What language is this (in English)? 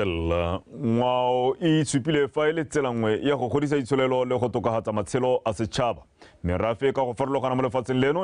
Tswana